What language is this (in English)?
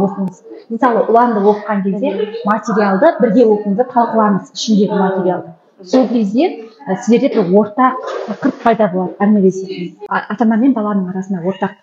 Kazakh